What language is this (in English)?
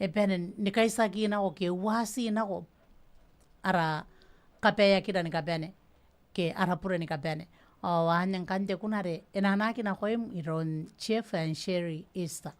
Gilbertese